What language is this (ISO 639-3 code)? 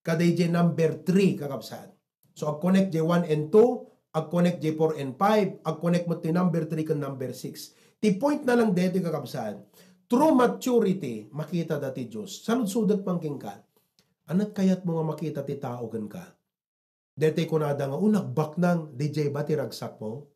ilo